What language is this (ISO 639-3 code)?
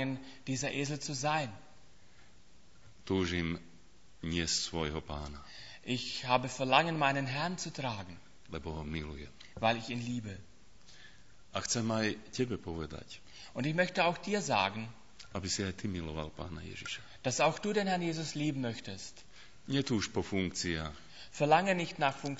slk